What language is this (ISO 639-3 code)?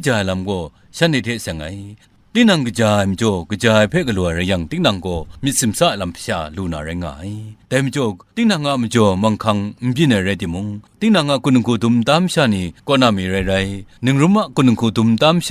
kac